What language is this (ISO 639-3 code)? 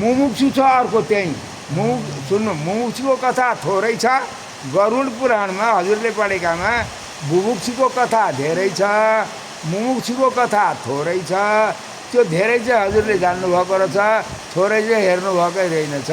nep